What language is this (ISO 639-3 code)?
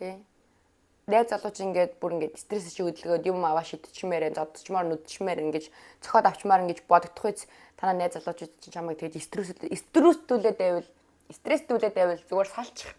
mon